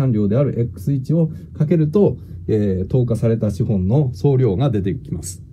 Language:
Japanese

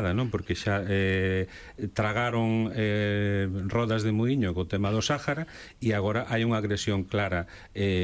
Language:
Galician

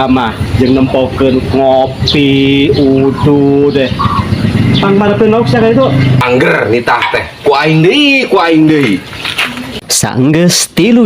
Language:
Sundanese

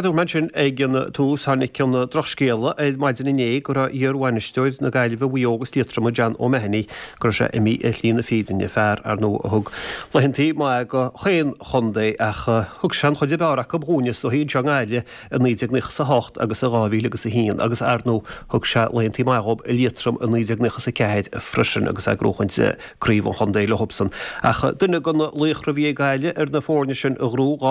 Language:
Irish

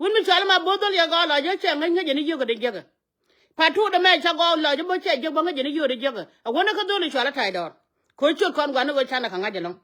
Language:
Nuer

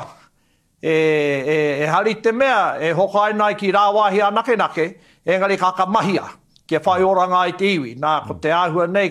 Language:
Māori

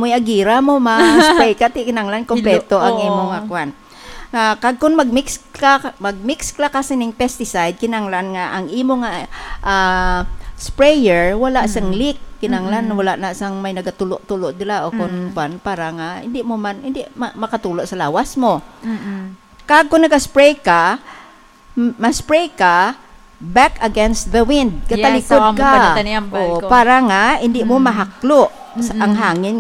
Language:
Hiligaynon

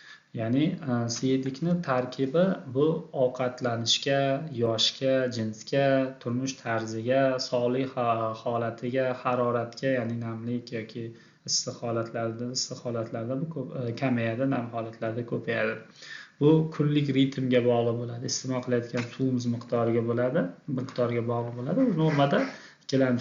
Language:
Uzbek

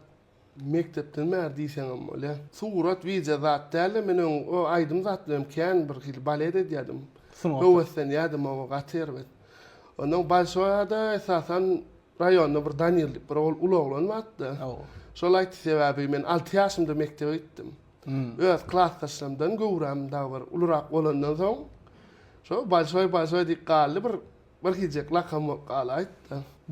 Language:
Turkmen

